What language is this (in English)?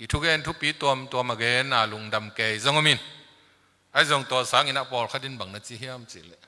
Tedim Chin